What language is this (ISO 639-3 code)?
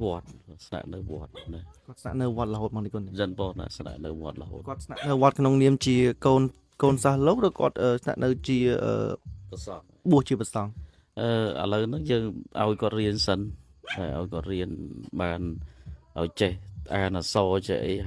khm